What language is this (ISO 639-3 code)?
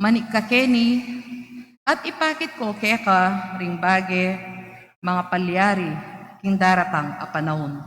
pam